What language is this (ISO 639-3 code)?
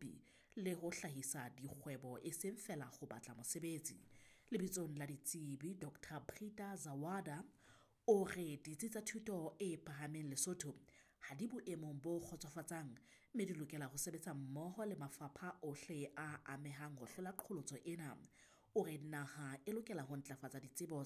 sot